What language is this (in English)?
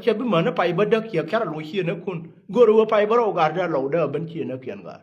Nuer